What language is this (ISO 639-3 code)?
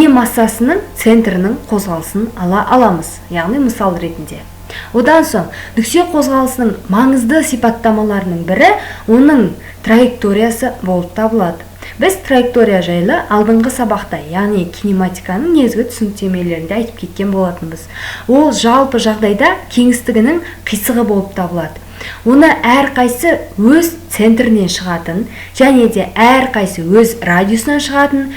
kaz